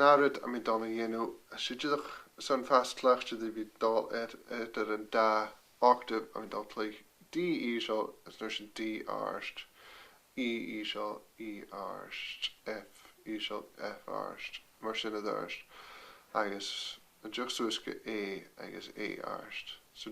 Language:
Scottish Gaelic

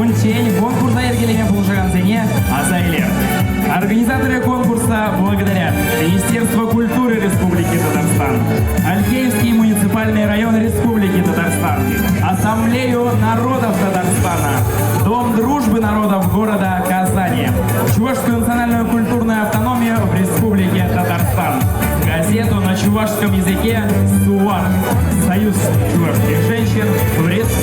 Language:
Chuvash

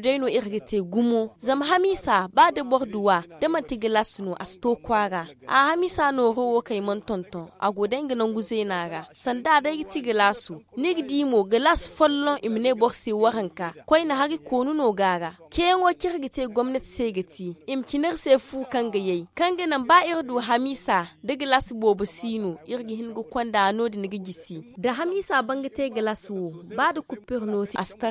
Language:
Zarma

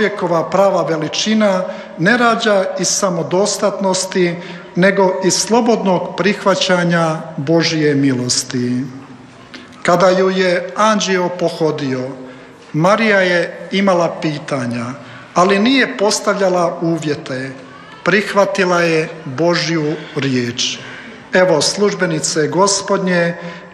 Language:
Croatian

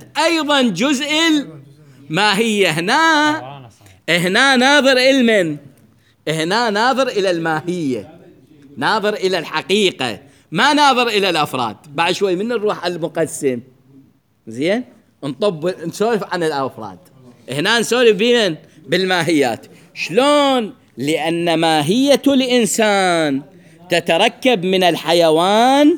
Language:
Mesopotamian Arabic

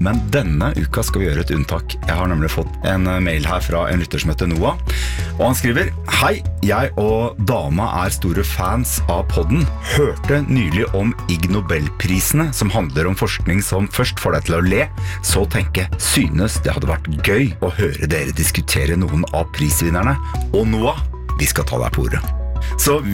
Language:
Norwegian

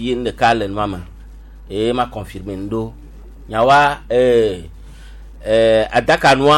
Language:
Gen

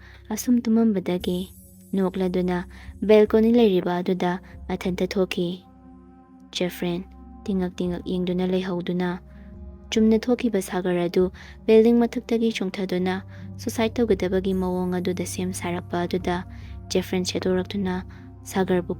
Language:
Manipuri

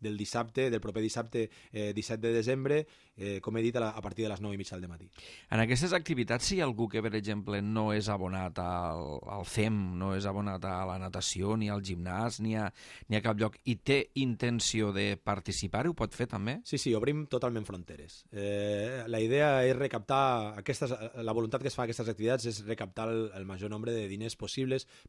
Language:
Catalan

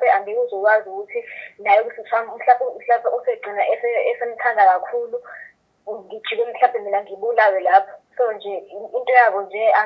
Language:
Zulu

